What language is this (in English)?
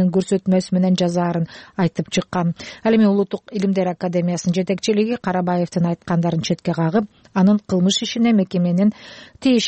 Kyrgyz